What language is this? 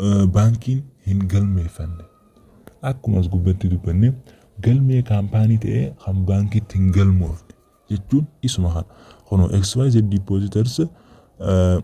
Oromo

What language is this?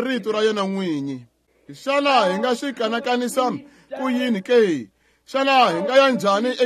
Tsonga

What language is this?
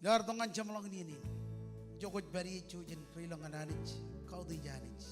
Marshallese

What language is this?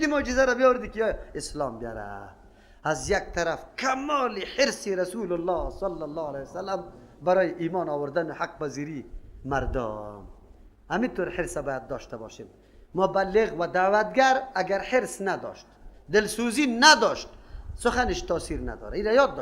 Persian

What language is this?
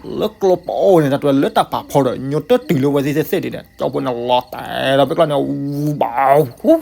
S'gaw Karen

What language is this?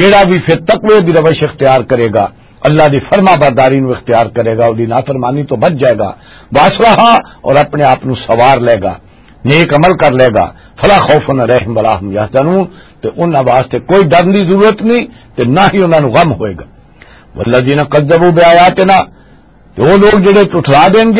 Western Panjabi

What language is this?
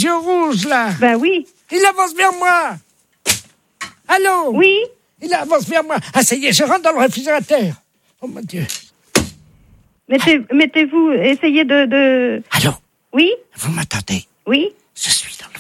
French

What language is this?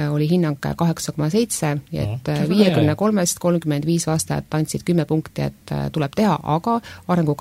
Estonian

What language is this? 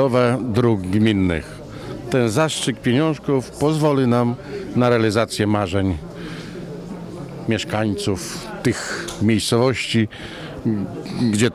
Polish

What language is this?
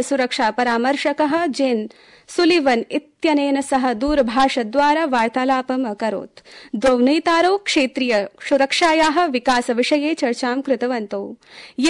Sanskrit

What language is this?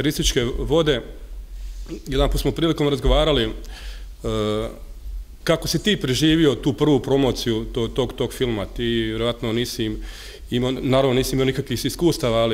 Bosnian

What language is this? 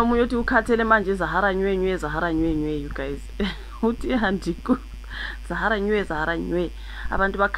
Zulu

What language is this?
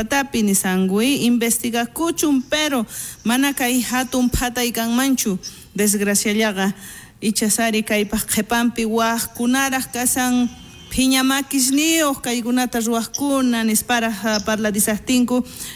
South Bolivian Quechua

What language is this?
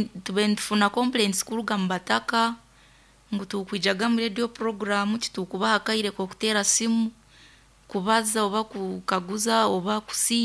Nyoro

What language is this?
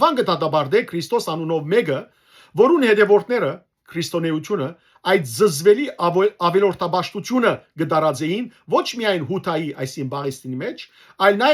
Western Armenian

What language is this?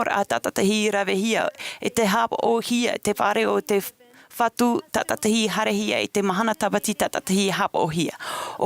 Tahitian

